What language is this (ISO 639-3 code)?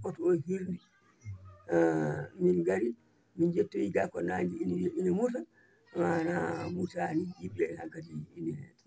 ful